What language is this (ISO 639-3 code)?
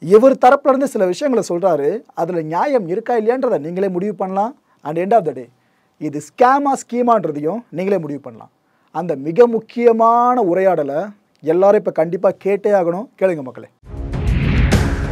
tam